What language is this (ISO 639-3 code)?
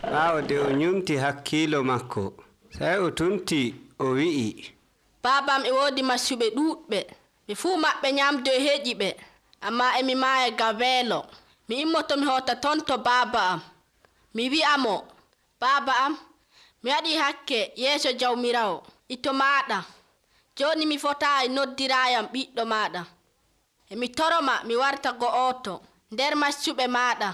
fuv